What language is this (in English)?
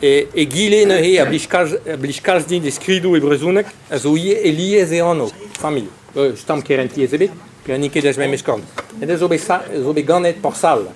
Breton